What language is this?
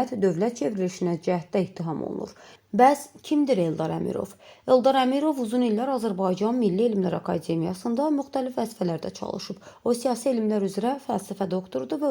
Azerbaijani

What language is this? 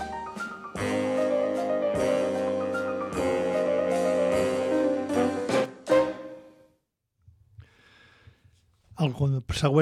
Catalan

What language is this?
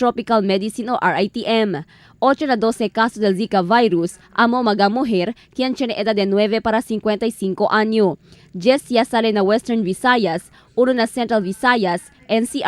Chavacano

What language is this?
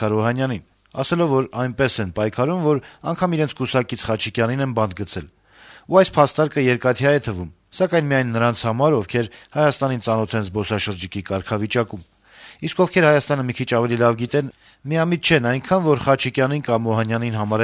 Armenian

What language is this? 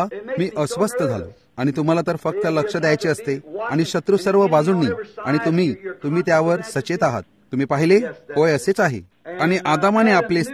Marathi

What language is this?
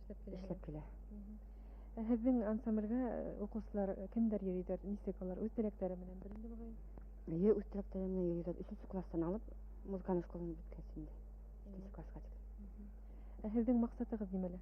Bashkir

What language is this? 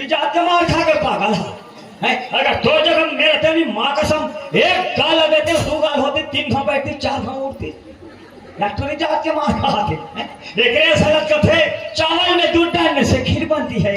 Chhattisgarhi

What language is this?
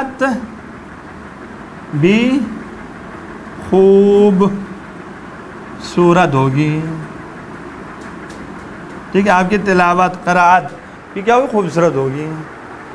Urdu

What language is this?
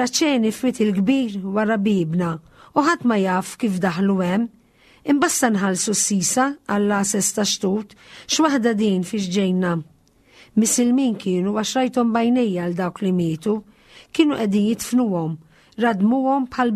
Maltese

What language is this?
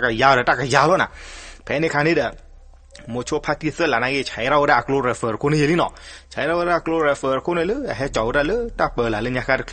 S'gaw Karen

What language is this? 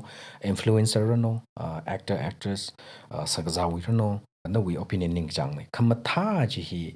Tangkhul Naga (India)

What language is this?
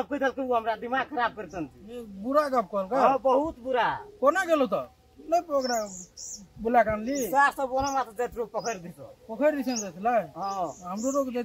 Maithili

